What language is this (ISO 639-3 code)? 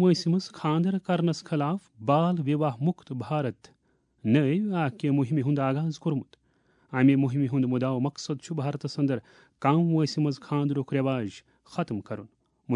kas